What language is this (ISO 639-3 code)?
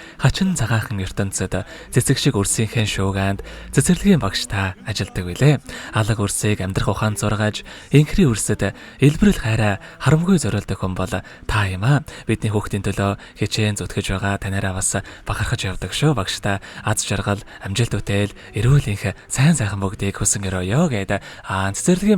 mon